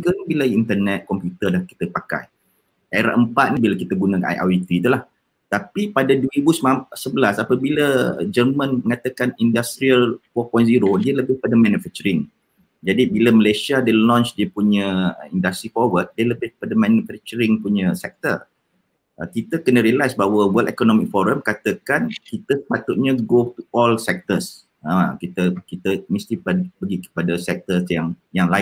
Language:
Malay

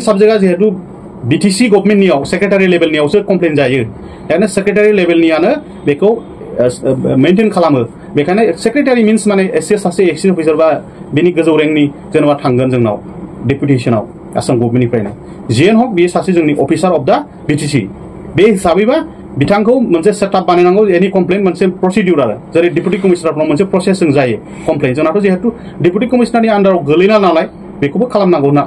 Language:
Bodo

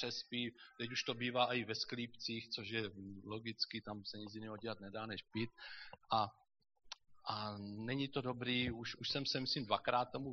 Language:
Czech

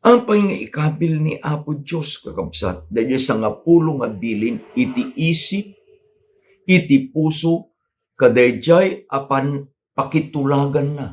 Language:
Iloko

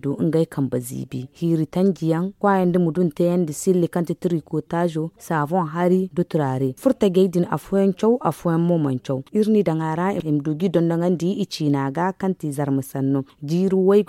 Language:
Zarma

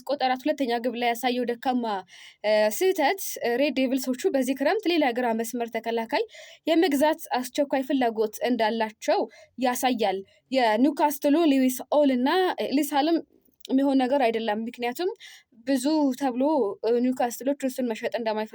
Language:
Amharic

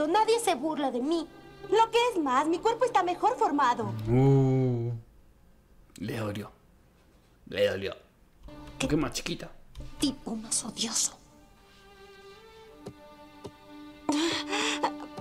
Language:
Spanish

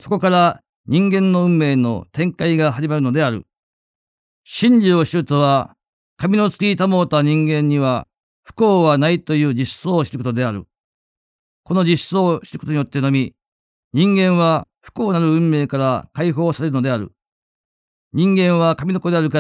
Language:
Japanese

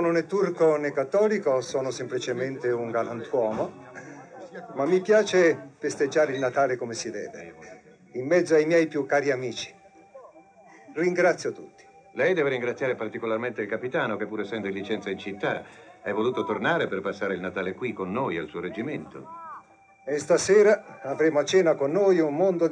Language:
Italian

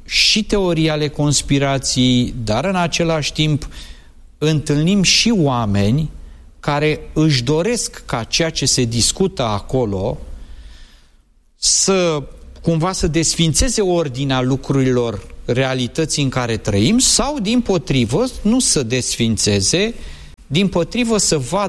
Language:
Romanian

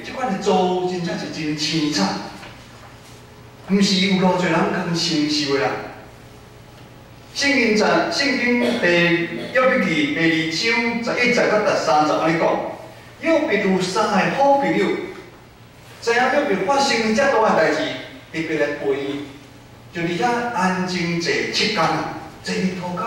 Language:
Min Nan Chinese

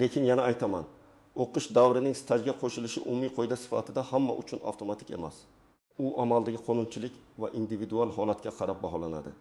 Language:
Uzbek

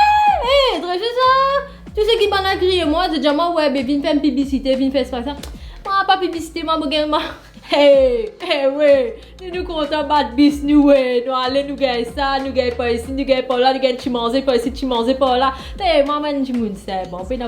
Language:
Morisyen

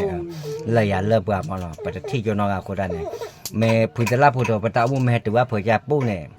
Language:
S'gaw Karen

